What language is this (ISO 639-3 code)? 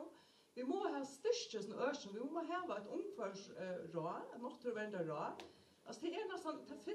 fao